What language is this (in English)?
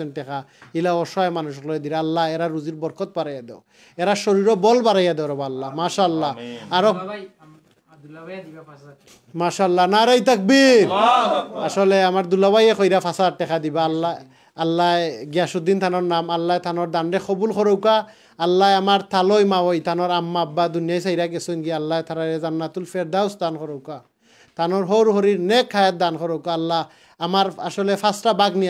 Sylheti